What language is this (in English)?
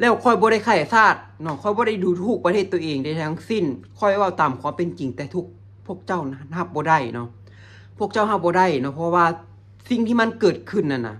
Lao